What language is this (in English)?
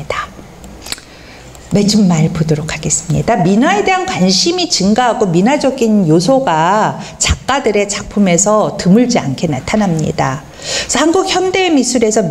Korean